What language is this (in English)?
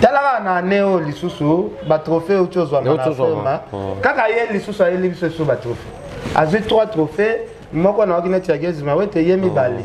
Lingala